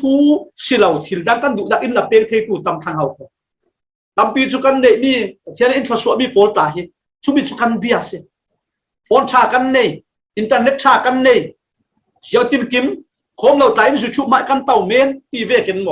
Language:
Falam Chin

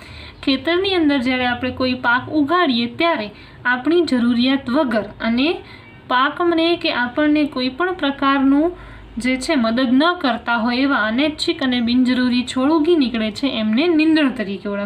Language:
Gujarati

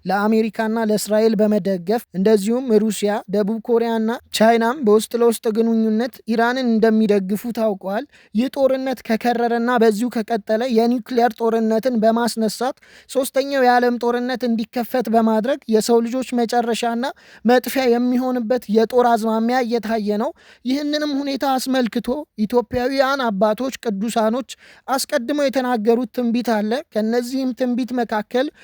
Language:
Amharic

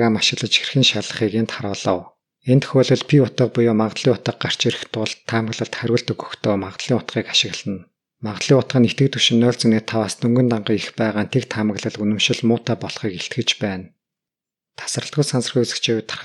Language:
Mongolian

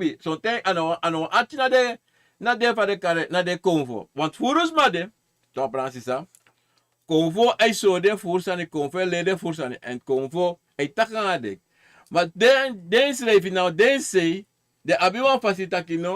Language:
Sranan Tongo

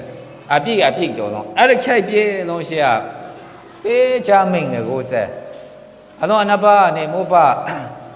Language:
Maru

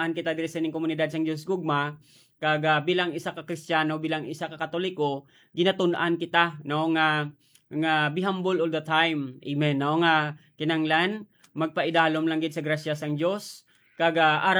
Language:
Hiligaynon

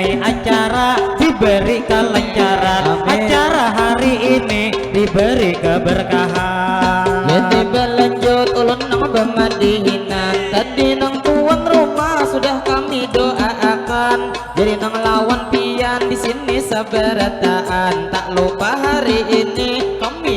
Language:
Banjar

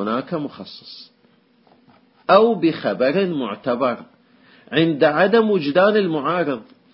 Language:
Arabic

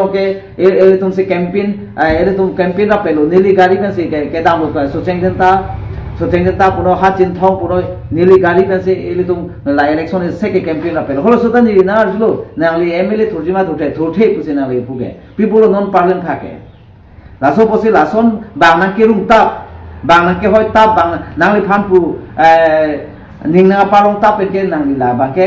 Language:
Karbi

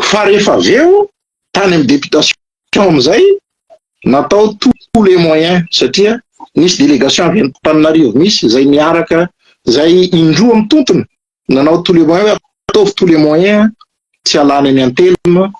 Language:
Malagasy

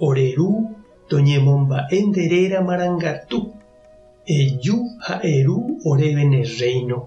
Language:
Guarani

